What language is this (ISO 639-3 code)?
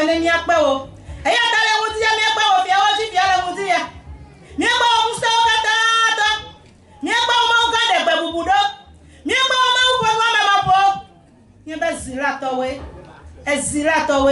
ewe